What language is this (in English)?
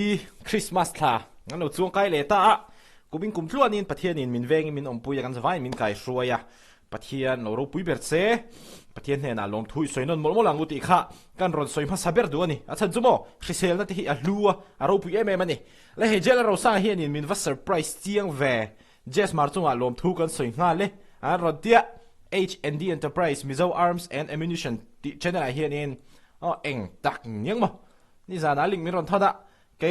Mizo